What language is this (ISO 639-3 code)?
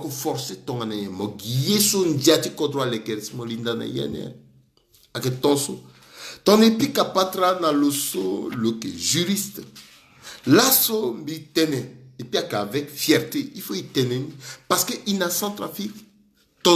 sag